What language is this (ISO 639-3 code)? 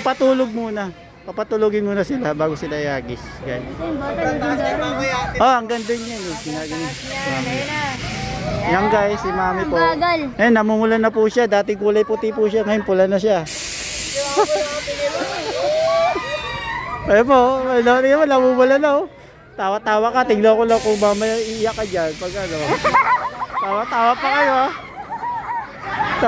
fil